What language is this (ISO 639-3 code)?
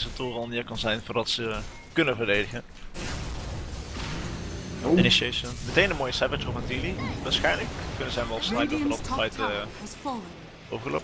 nld